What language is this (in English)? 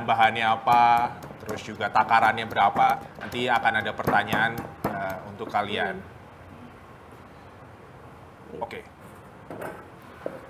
Indonesian